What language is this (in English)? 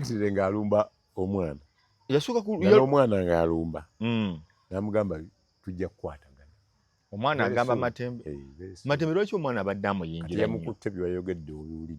Ganda